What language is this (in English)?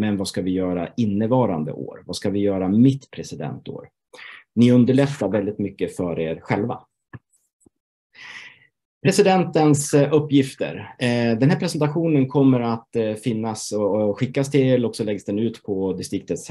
Swedish